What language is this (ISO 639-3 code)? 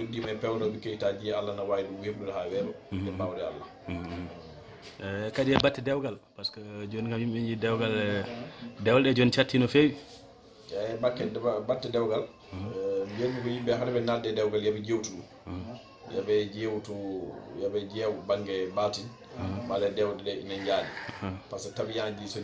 ful